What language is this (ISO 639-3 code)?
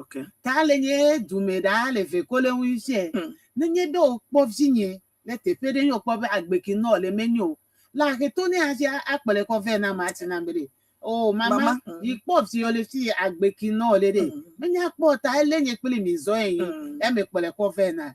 ewe